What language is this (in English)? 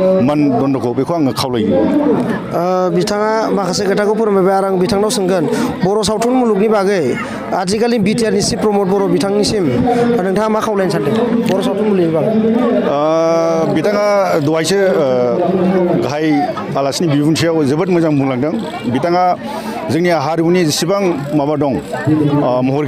Bodo